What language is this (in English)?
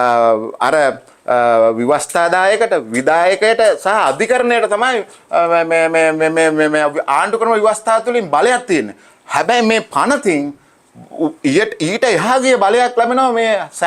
Sinhala